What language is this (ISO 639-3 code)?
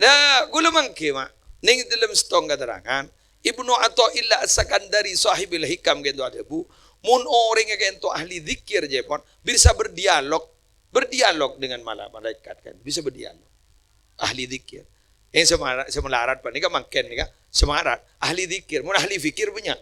mad